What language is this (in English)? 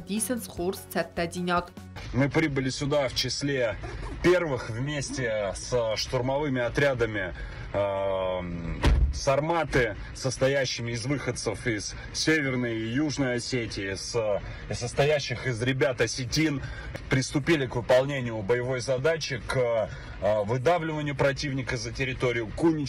Ossetic